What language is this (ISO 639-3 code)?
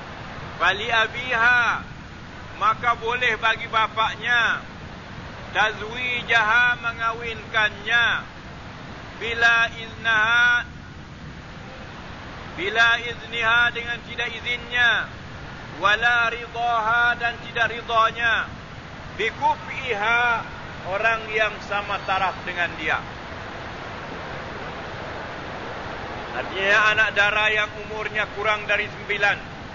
msa